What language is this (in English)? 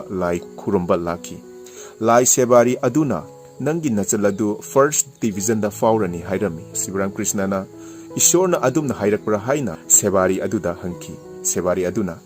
Manipuri